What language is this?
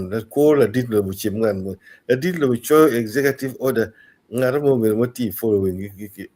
Acoli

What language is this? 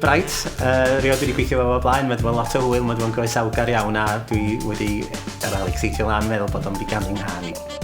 Welsh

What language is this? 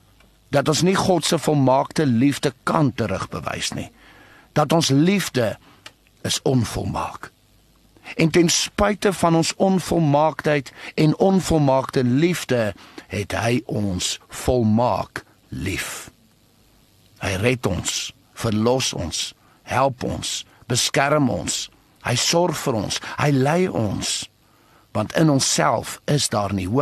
Afrikaans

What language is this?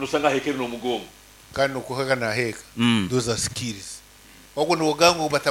Nyankole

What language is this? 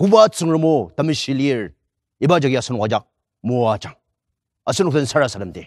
Ao Naga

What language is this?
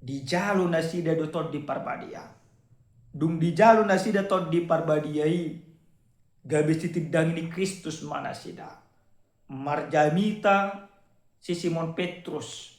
Batak Toba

